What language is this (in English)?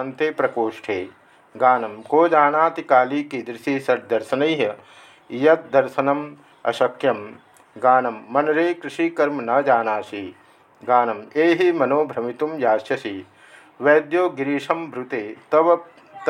Sanskrit